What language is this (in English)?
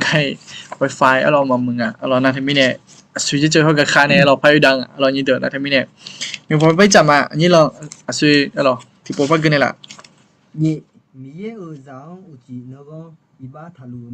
Akha